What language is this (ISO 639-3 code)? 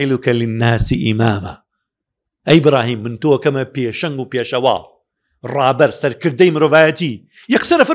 ckb